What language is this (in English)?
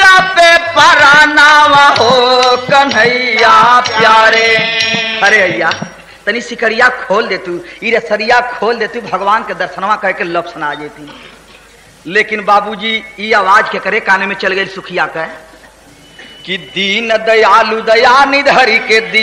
Bhojpuri